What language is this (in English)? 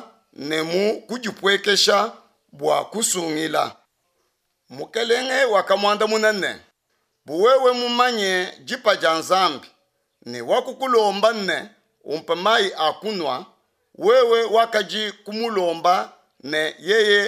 Luba-Lulua